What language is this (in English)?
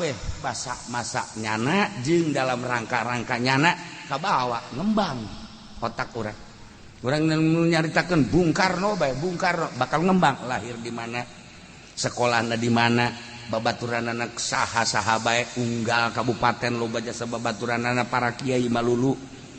Sundanese